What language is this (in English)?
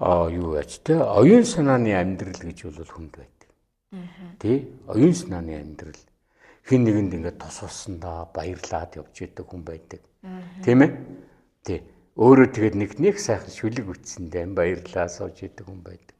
Mongolian